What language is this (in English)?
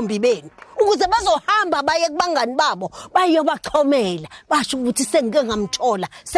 Zulu